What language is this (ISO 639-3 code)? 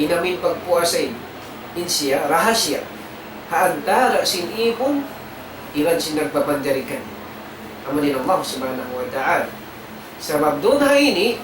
tsg